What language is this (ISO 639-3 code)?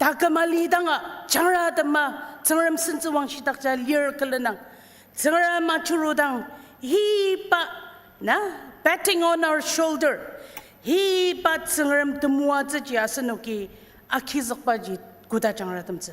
njo